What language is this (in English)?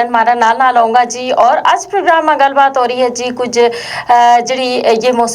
Gujari